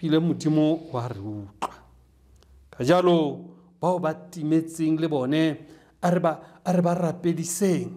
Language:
Tswana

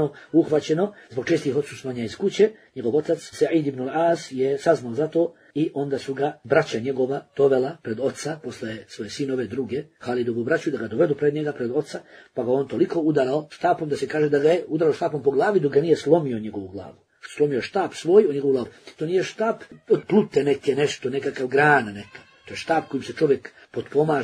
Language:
Bosnian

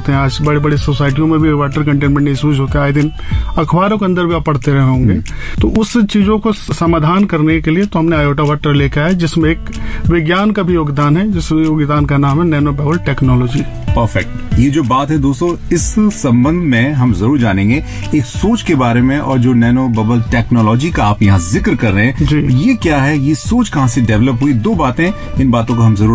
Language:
Hindi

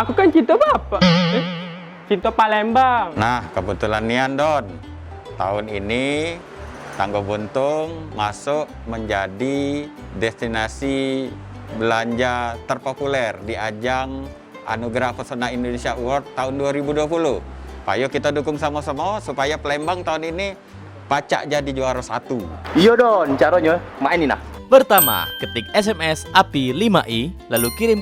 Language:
Musi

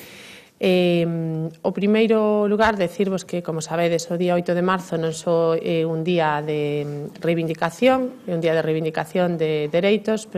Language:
Galician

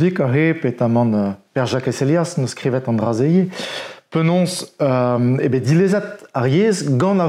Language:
Breton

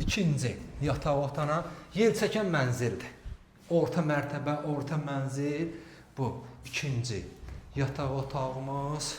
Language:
Azerbaijani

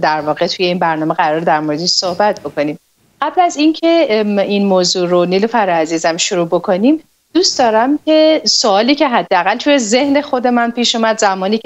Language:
Persian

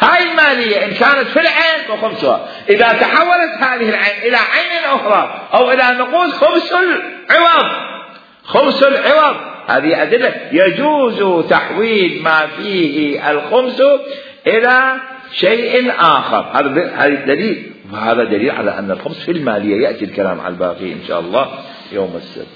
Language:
Mesopotamian Arabic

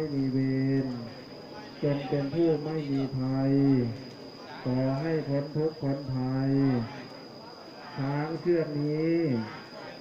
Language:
Thai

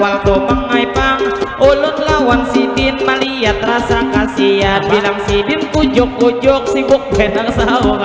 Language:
Banjar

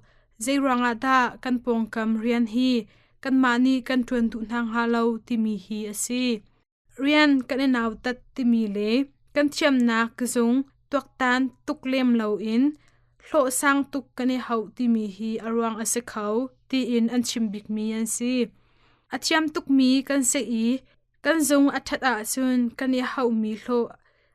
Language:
Hakha Chin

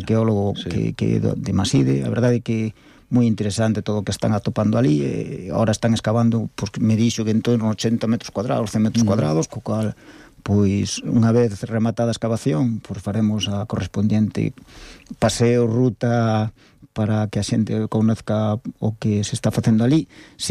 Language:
Galician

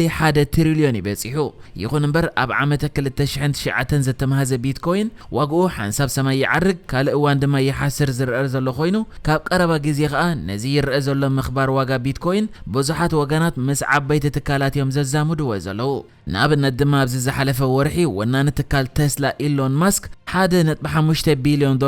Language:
Tigrinya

